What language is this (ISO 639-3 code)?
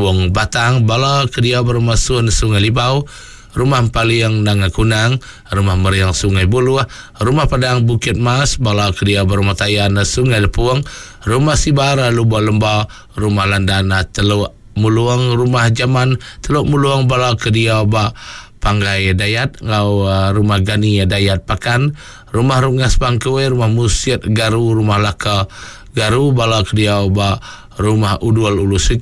iba